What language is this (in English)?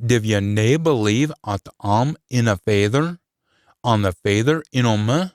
Scots